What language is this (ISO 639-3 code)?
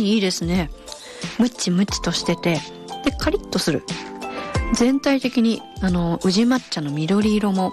jpn